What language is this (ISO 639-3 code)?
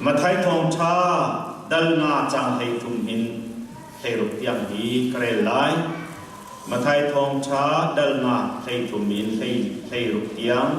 cnh